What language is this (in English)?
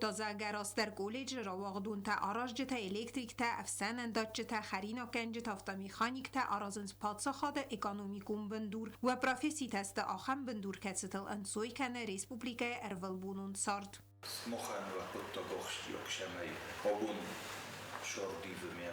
Ossetic